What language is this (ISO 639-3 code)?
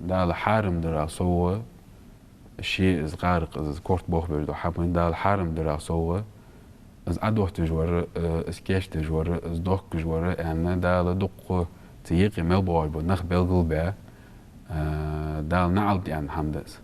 inh